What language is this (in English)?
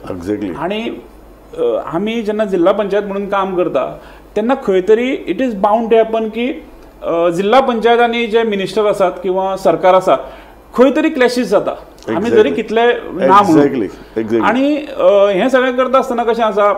Konkani